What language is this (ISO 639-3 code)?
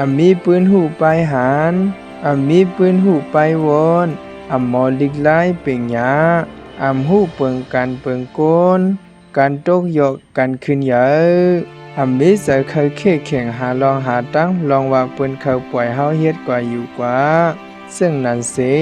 shn